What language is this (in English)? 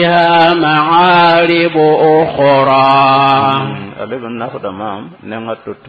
Mossi